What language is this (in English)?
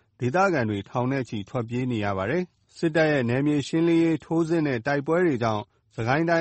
Burmese